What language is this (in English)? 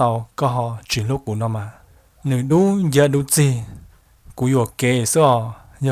Hmong